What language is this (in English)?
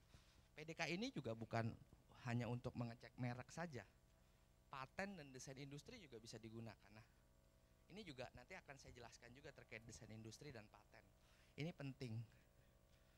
Indonesian